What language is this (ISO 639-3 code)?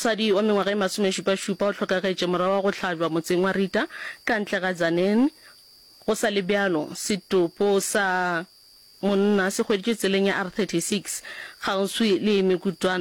nso